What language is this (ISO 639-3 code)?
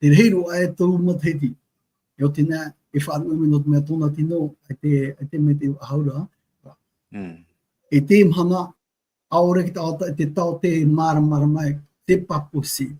tah